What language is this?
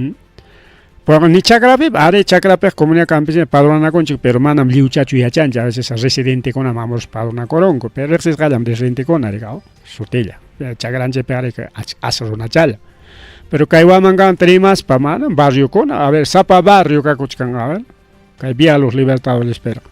Ayacucho Quechua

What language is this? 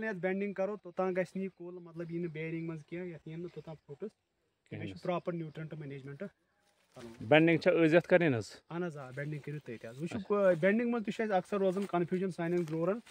Kashmiri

